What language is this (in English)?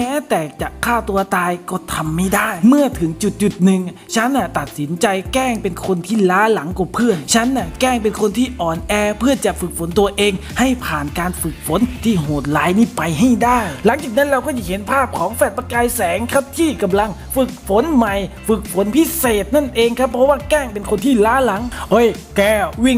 Thai